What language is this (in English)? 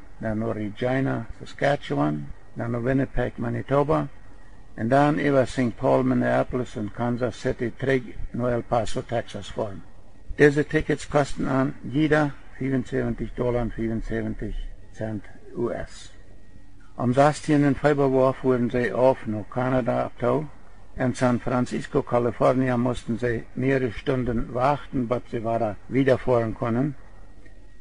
Plautdietsch